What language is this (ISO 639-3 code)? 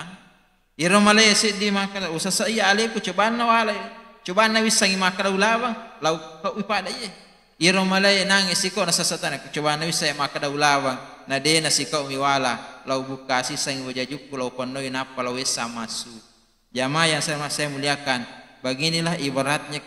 bug